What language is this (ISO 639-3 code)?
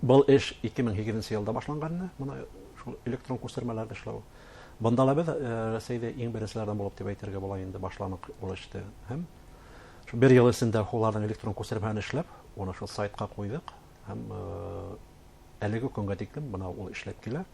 bak